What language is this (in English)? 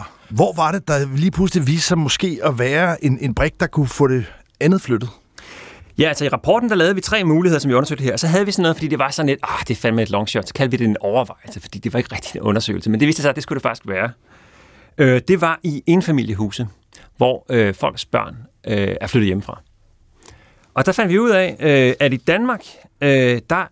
Danish